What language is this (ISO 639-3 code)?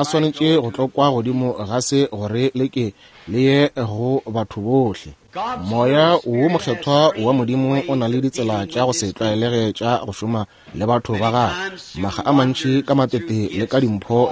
nso